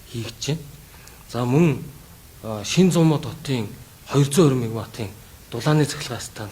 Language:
Mongolian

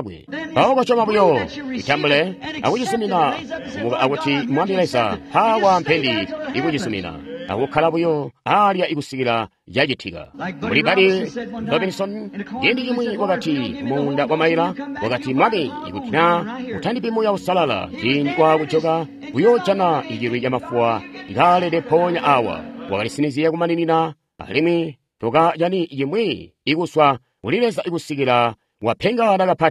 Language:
Tonga (Zambia)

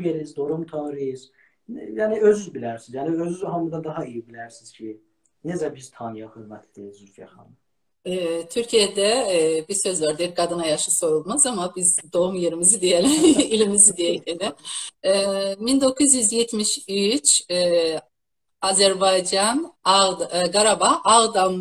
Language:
South Azerbaijani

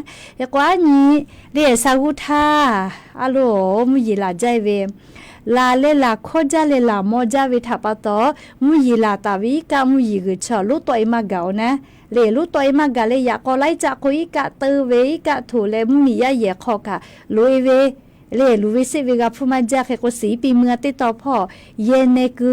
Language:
Lahu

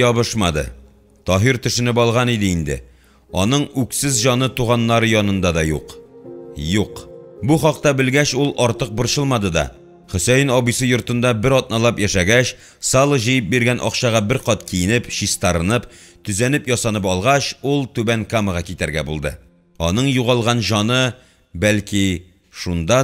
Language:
Tatar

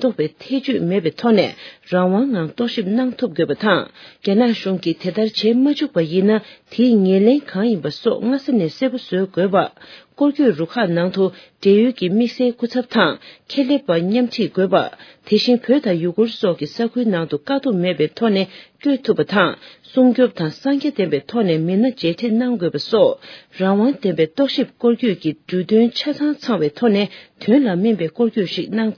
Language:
Tibetan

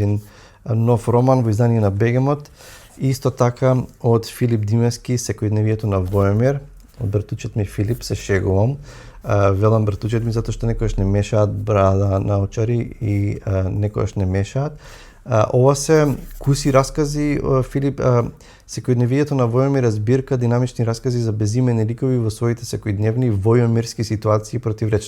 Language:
Macedonian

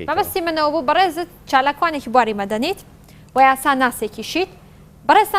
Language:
Central Kurdish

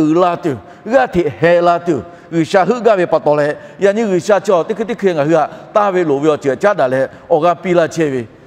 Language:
Lahu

